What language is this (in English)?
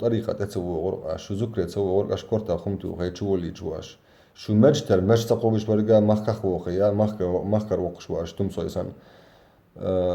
Chechen